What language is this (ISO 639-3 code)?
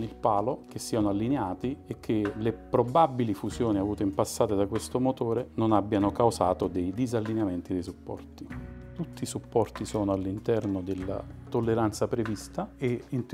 ita